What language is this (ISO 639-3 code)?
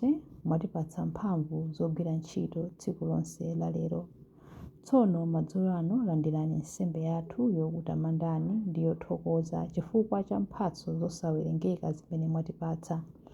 nya